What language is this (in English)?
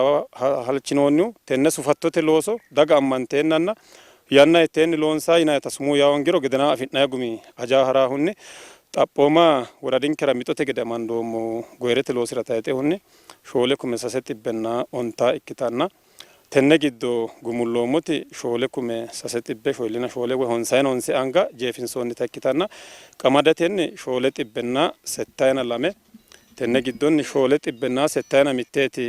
Sidamo